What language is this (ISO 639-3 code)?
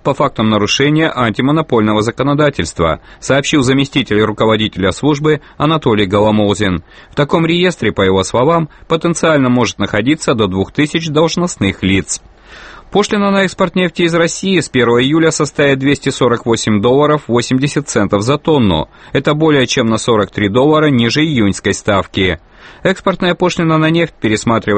rus